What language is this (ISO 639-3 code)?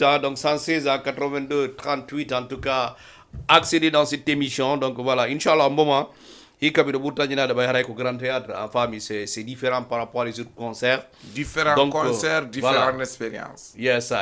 ful